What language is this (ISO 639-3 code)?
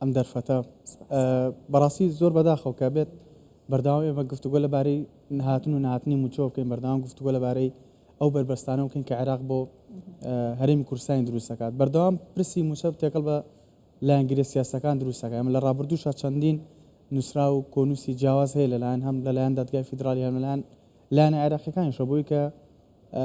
ckb